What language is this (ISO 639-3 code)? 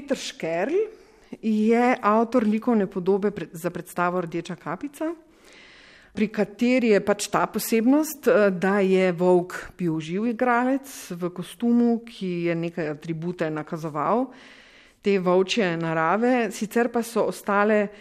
slv